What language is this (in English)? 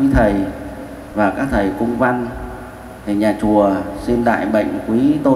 Vietnamese